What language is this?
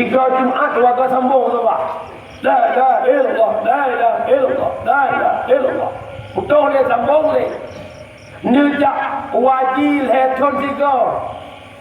Achinese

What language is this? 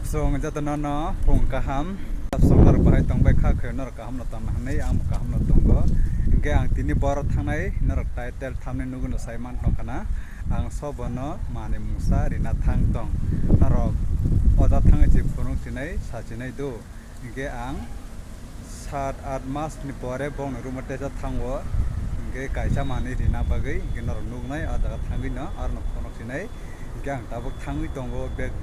Kok Borok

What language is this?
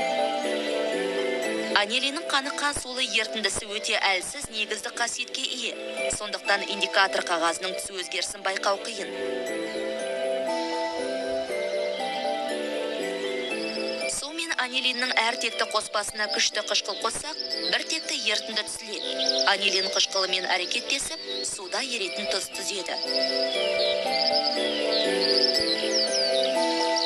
Kazakh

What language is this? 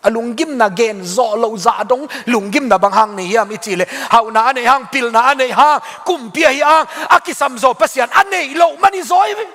Tedim Chin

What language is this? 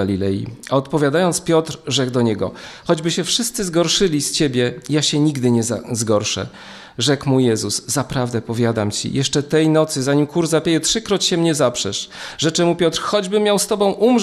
Polish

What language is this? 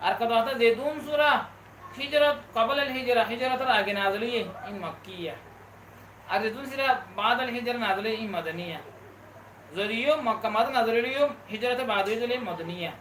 Rohingya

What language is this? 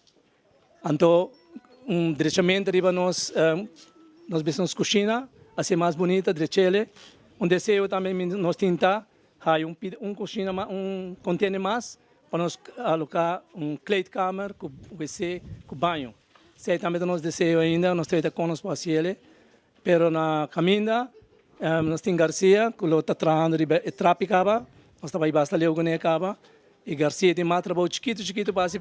Papiamento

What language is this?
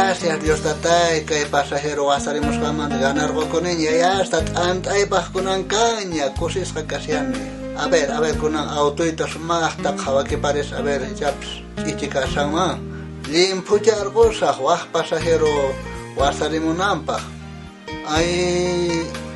South Bolivian Quechua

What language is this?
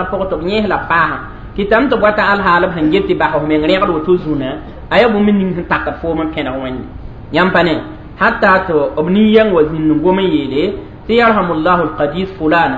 Mossi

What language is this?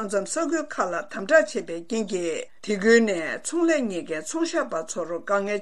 Tibetan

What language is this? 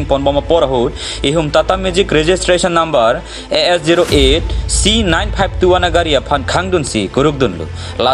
Karbi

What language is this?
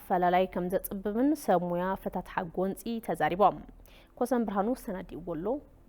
Tigrinya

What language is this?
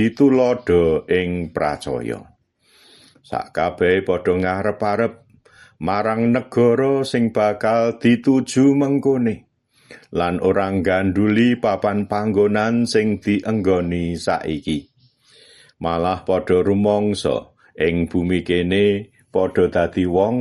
Javanese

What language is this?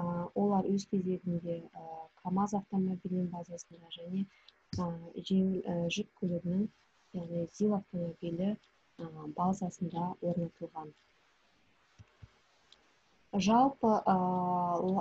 Kazakh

